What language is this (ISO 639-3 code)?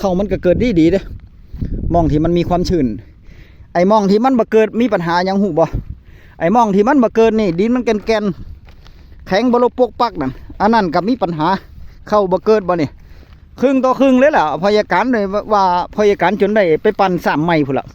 tts